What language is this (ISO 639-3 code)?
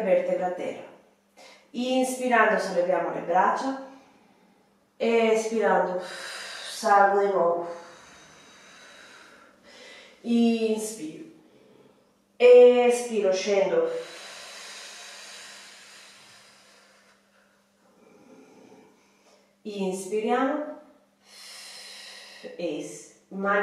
ita